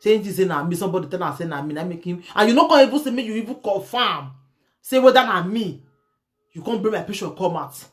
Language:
Nigerian Pidgin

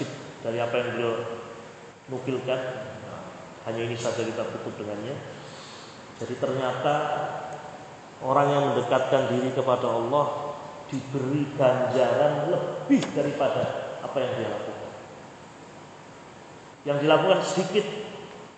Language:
Indonesian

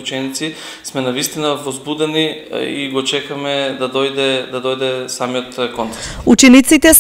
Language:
Macedonian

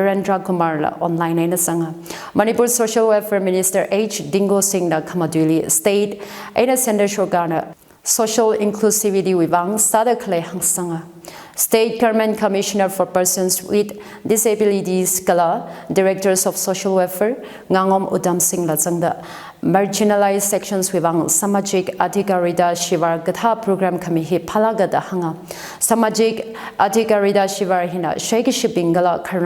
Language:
Tangkhul Naga (India)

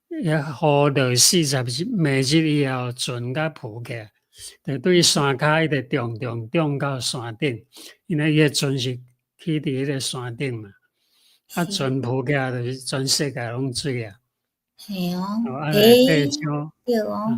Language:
Min Nan Chinese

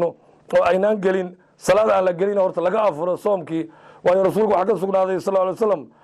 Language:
Somali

